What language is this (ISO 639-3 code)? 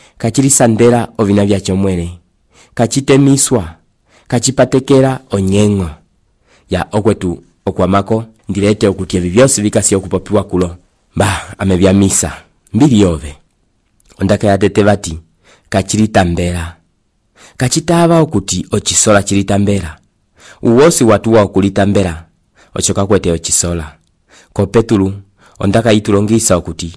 umb